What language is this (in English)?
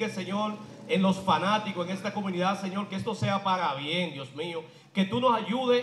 Spanish